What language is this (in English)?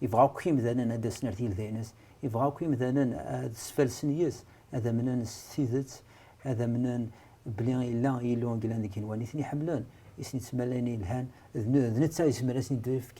Kabyle